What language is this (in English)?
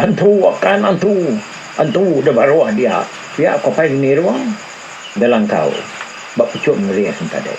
Iban